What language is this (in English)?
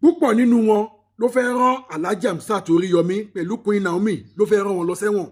Yoruba